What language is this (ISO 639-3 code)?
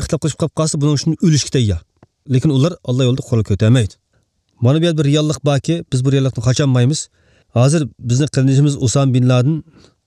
uig